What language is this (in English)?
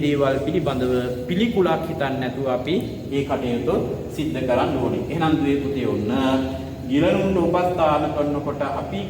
Sinhala